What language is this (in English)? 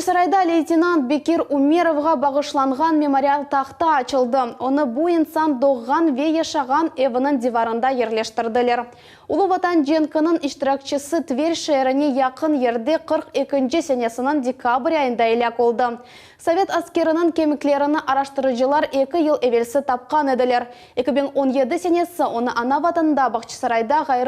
Crimean Tatar